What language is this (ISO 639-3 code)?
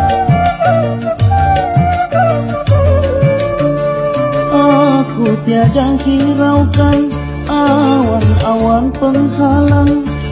msa